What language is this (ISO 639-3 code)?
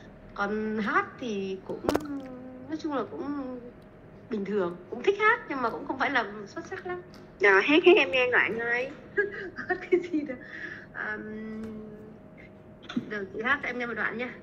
vie